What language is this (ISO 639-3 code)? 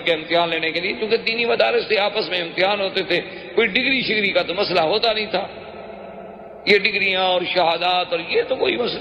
urd